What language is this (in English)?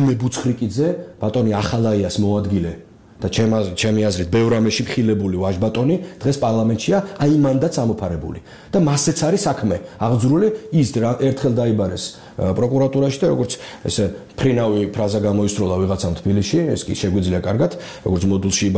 Georgian